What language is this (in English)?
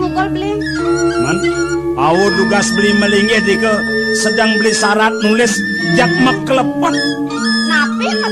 Balinese